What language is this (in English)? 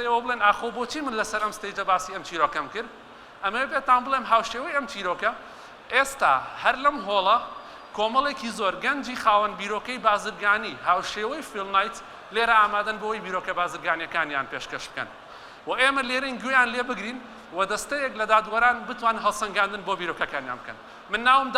Central Kurdish